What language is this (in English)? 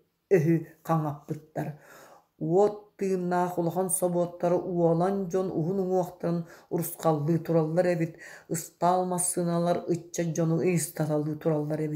Yakut